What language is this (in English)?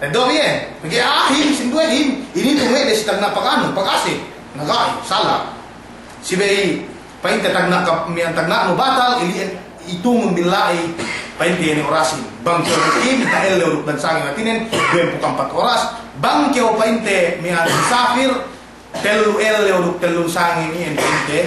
Yakan